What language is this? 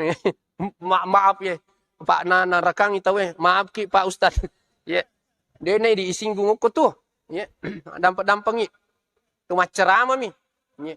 Buginese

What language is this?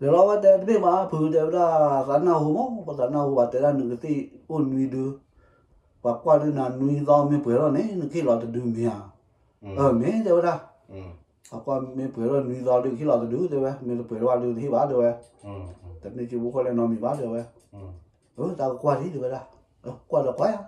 S'gaw Karen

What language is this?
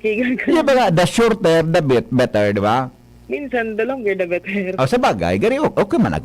Bikol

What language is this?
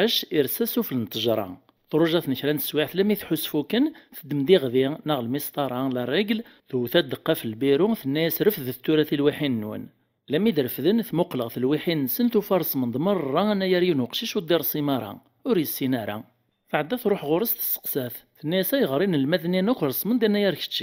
Kabyle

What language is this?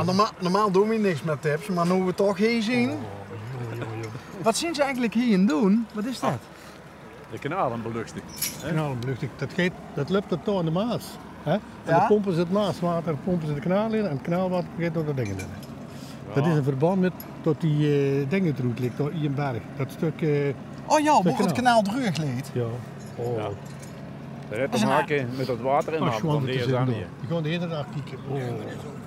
Limburgish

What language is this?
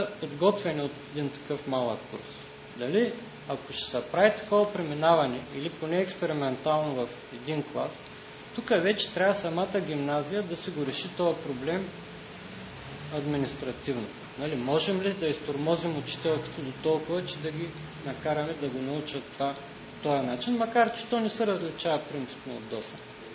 Bulgarian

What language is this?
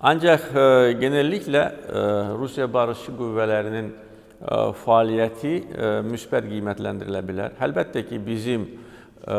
Azerbaijani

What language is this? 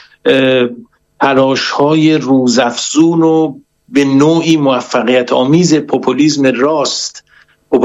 Persian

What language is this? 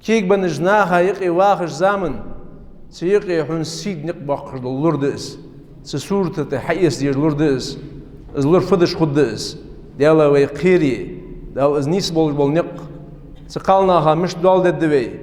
Ingush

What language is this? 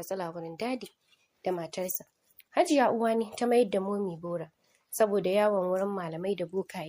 Hausa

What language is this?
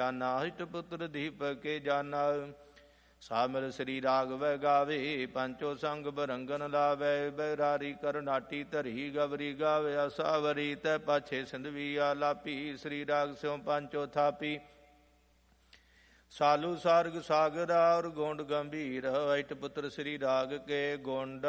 Punjabi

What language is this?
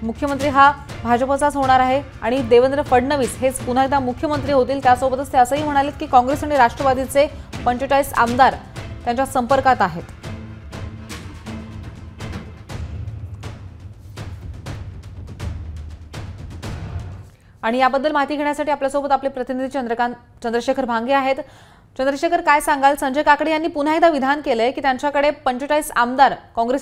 Marathi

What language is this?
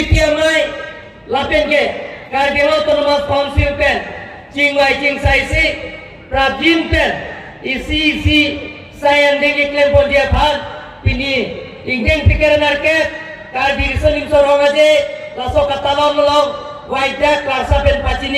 Karbi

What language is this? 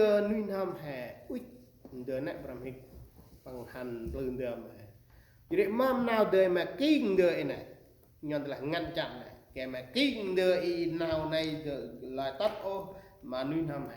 Central Mnong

